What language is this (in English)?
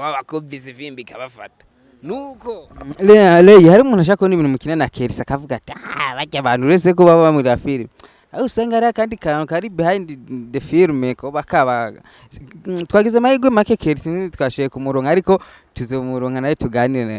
Rundi